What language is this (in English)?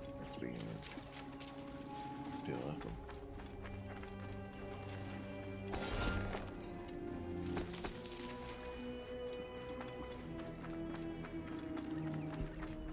English